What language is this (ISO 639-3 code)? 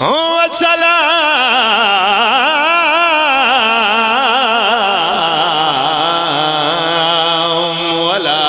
phr